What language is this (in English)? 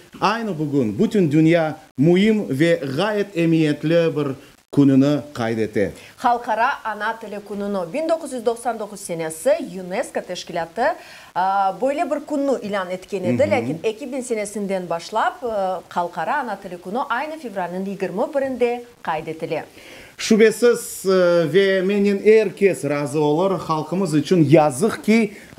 Crimean Tatar